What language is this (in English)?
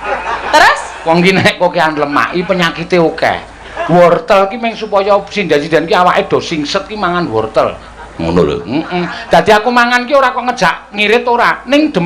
Javanese